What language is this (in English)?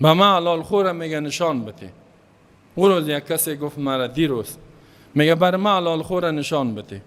Persian